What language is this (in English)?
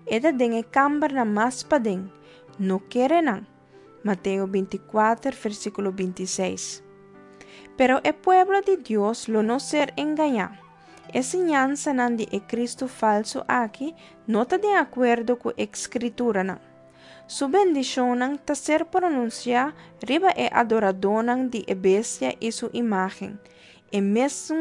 Papiamento